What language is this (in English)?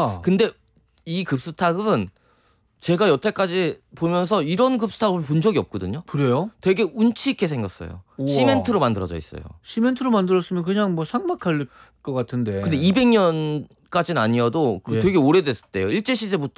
Korean